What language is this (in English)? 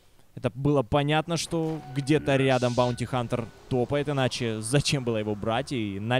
Russian